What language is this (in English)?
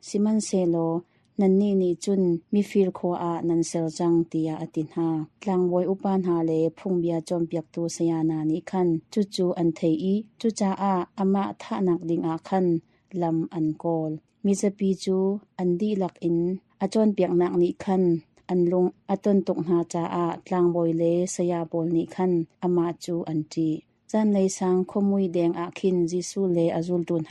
Hakha Chin